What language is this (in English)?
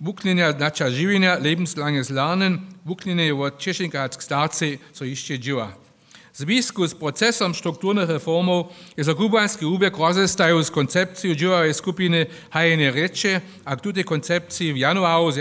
Upper Sorbian